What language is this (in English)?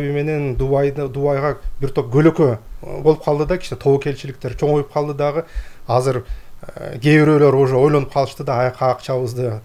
Kyrgyz